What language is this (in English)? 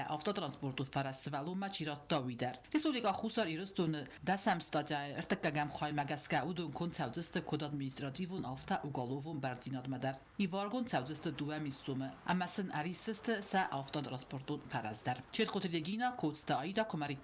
Ossetic